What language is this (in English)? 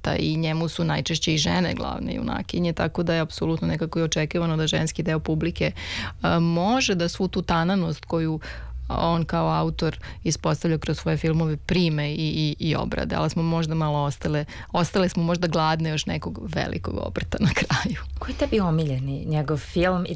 Serbian